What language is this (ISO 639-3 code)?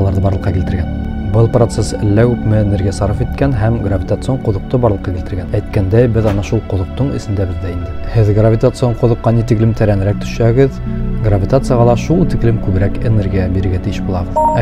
bak